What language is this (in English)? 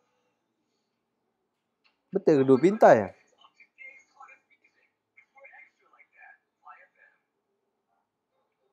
Malay